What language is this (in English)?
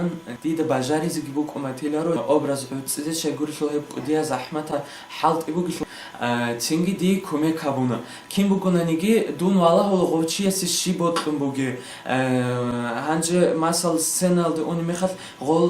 Avaric